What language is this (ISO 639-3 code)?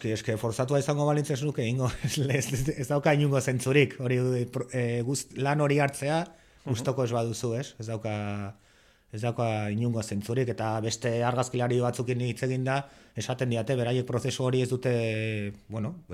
eus